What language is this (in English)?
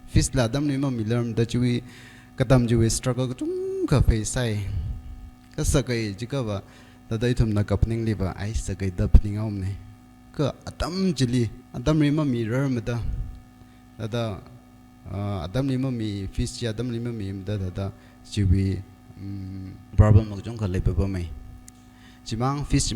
Tangkhul Naga (India)